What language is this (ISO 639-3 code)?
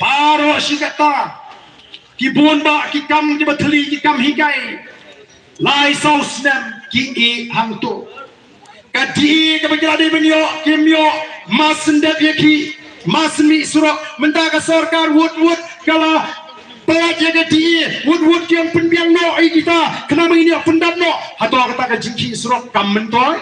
kha